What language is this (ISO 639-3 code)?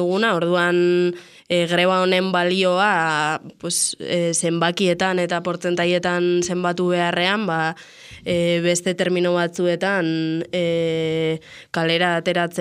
eus